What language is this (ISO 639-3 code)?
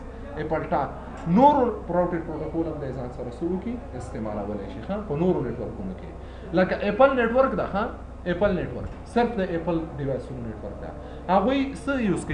pus